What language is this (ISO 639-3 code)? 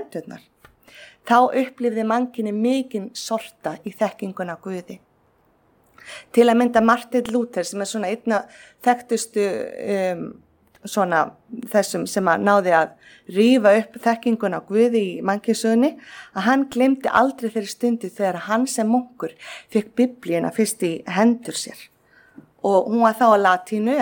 isl